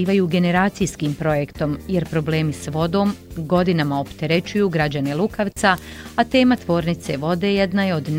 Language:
Bosnian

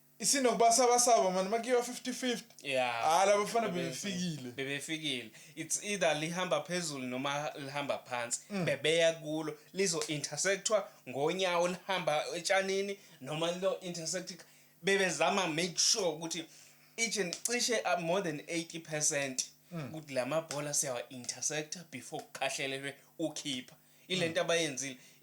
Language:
Zulu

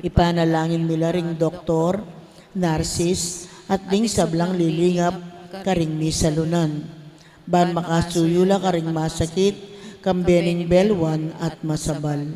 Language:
Pampanga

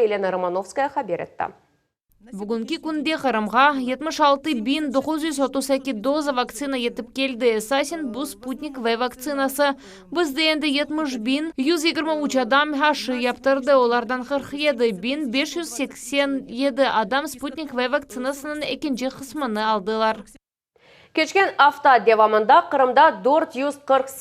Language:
Crimean Tatar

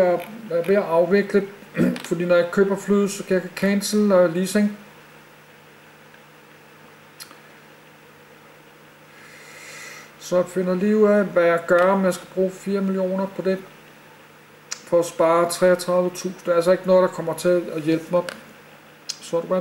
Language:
Danish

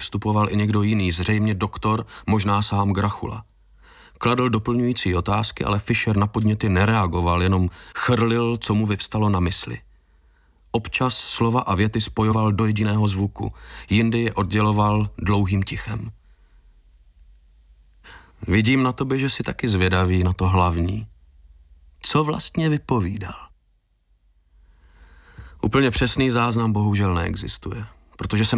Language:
Czech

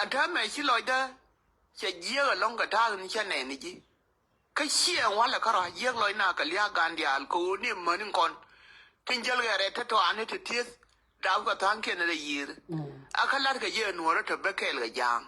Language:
Nuer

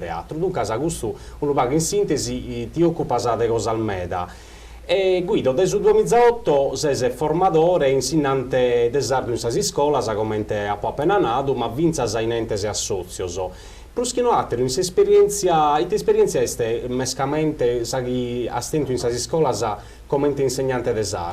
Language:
Sardinian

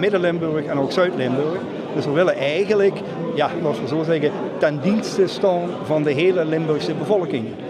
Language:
Limburgish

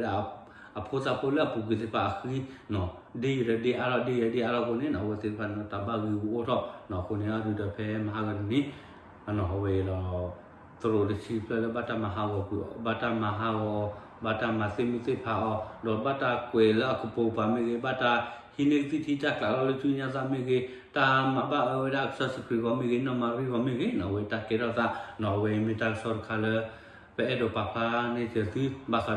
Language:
S'gaw Karen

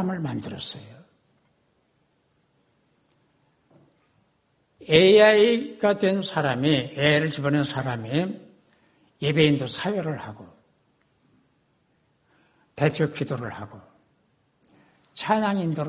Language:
Korean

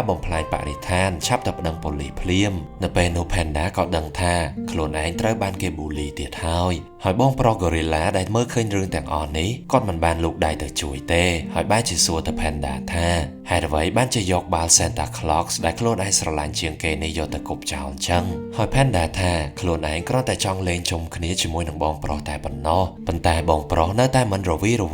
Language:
Khmer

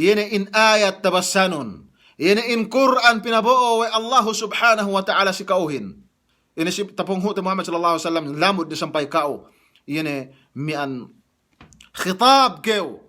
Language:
Yakan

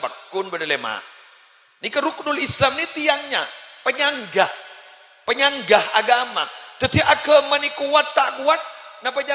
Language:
Madurese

